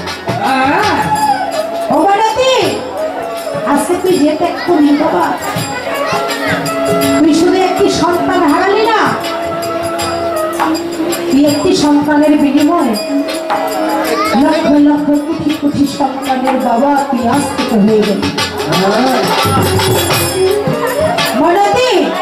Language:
Bangla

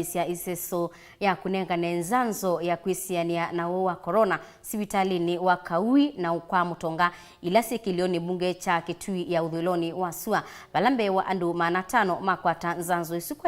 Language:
Kamba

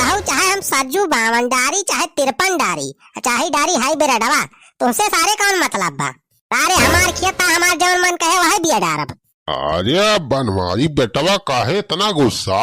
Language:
Awadhi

